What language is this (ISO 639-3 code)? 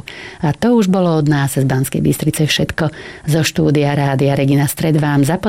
slk